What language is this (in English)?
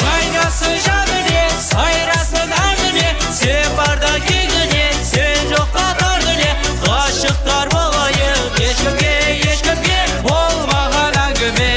Kara-Kalpak